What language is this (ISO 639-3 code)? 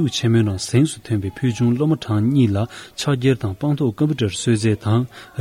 bod